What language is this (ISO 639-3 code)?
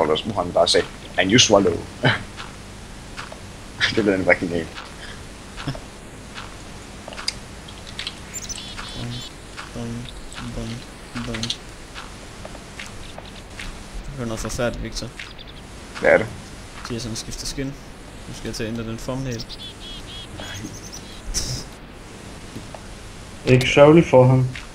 dan